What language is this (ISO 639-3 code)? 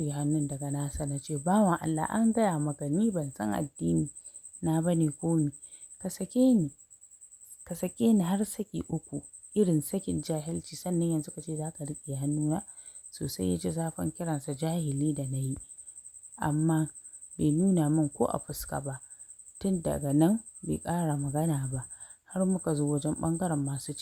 hau